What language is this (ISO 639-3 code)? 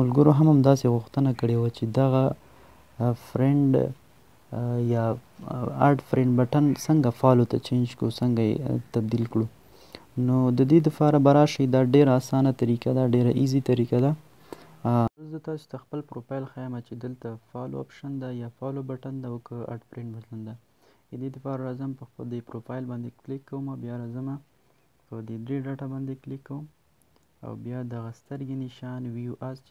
pus